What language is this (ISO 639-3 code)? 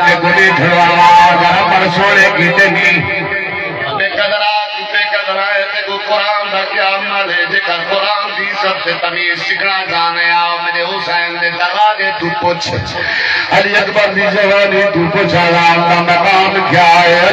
skr